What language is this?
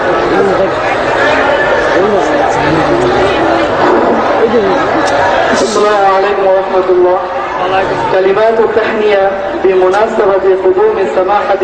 Bangla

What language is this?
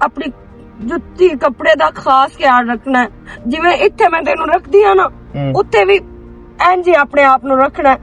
Western Panjabi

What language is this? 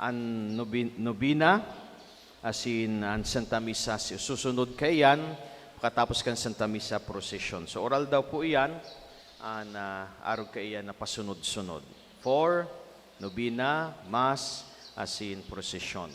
Bikol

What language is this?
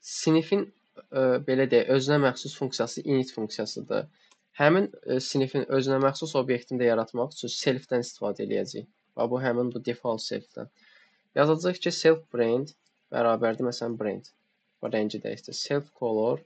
Azerbaijani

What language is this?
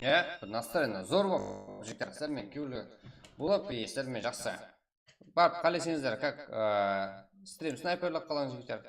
Kara-Kalpak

